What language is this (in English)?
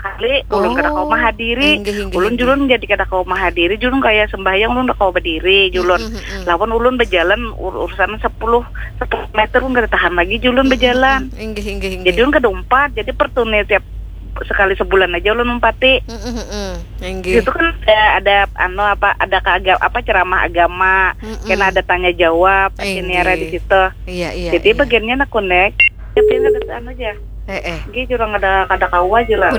Banjar